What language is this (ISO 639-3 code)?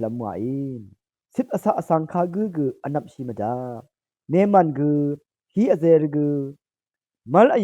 raw